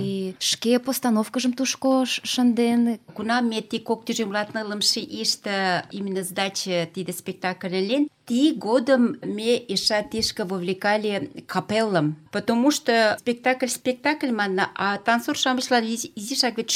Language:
Mari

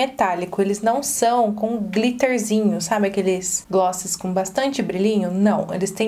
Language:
Portuguese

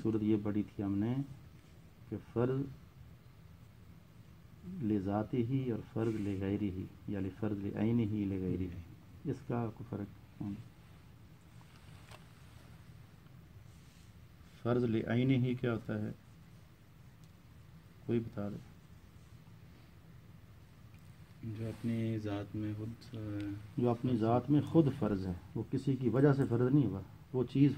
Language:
Urdu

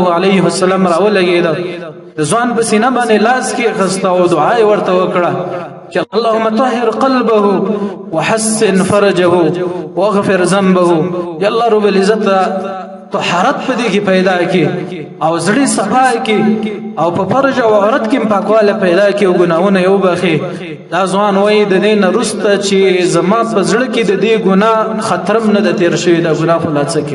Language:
Pashto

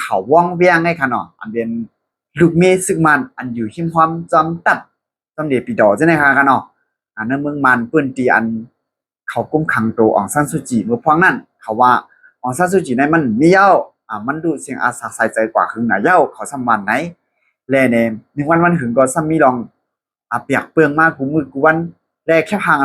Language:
Shan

